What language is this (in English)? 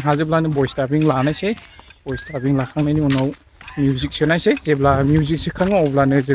Bodo